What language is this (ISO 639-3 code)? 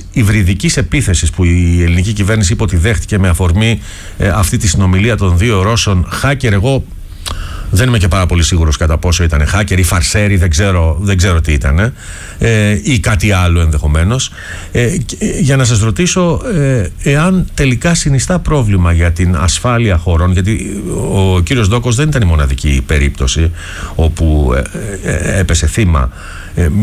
ell